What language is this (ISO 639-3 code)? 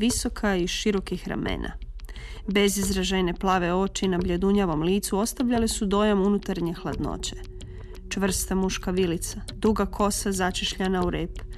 hrv